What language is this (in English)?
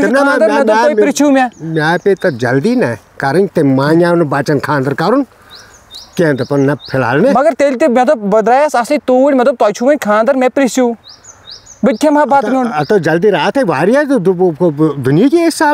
Kashmiri